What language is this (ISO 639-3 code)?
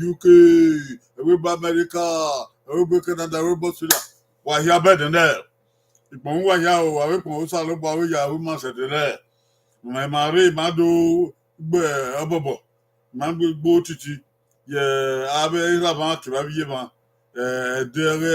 bin